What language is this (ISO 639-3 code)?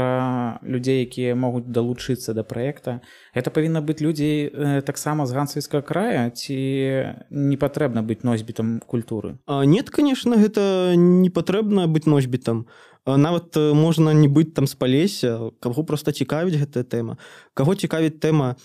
bel